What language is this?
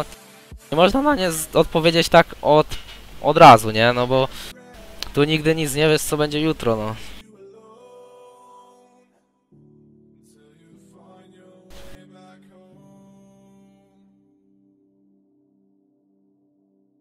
Polish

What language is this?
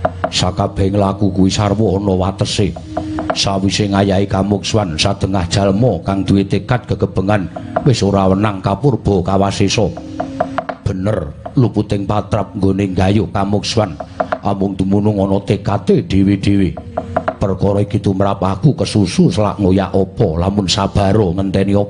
Javanese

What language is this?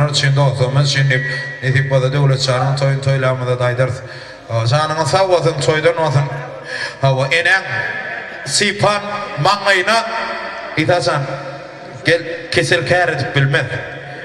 Turkmen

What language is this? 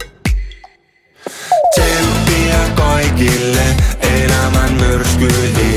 Finnish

